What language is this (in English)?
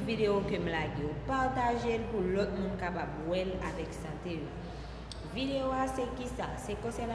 Haitian Creole